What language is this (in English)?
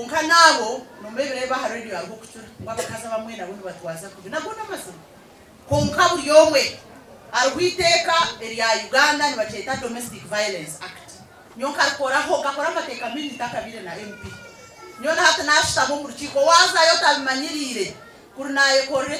Nyankole